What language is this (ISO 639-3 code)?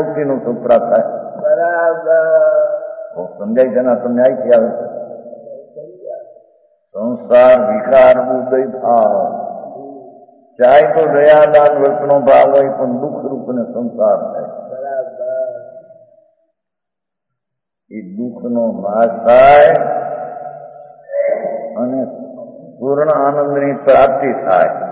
guj